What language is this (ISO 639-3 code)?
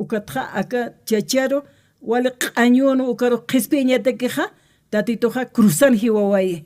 aym